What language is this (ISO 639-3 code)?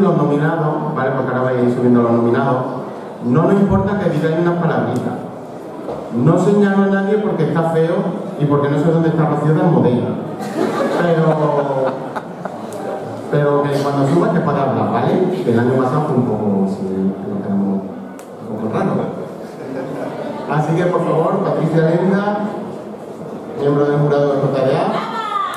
spa